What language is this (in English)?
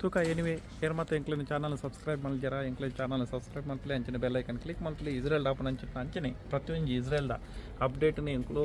Tulu